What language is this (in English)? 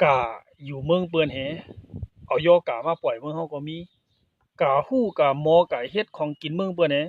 Shan